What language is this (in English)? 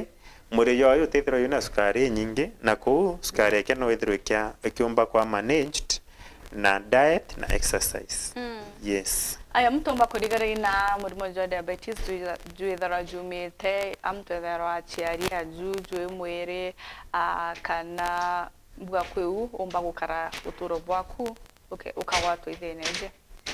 Meru